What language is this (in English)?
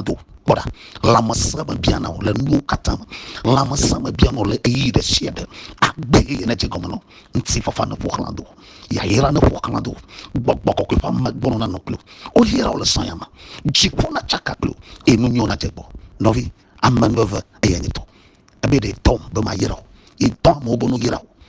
Ewe